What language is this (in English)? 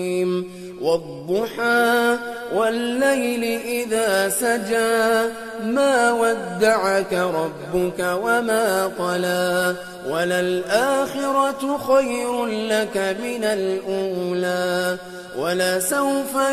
Arabic